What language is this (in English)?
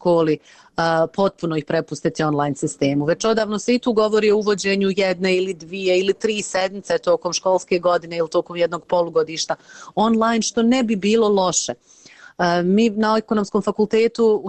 Bosnian